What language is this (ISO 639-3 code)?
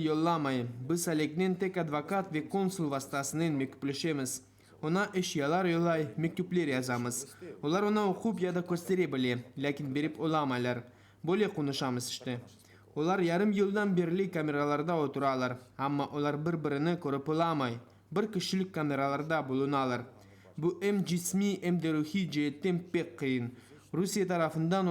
crh